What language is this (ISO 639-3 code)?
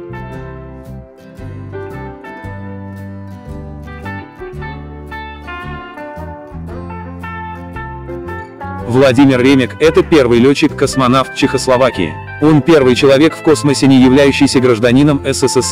rus